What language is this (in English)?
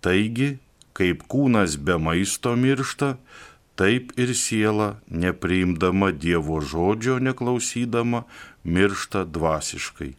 Lithuanian